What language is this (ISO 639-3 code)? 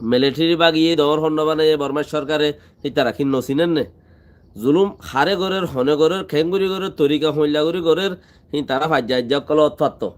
rhg